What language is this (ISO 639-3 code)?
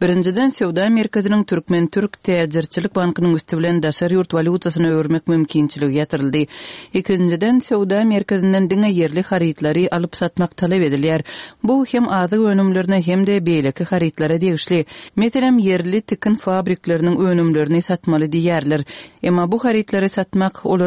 tuk